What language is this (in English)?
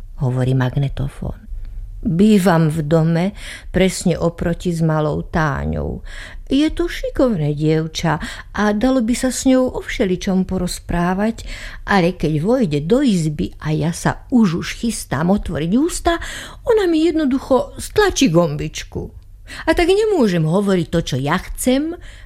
Slovak